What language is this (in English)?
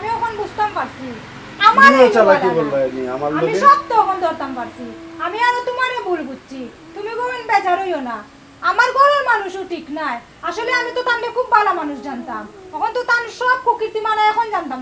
Sylheti